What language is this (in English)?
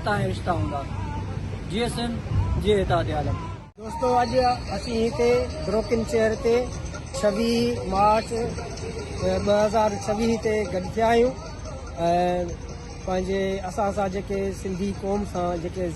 Sindhi